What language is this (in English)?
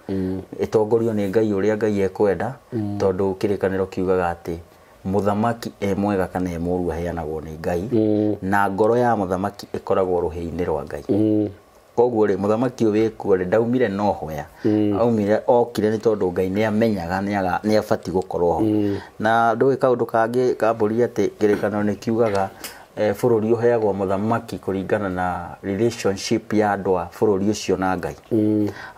Kikuyu